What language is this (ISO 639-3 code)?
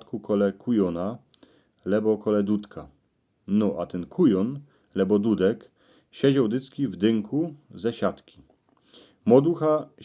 szl